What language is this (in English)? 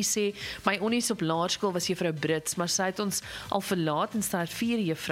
Afrikaans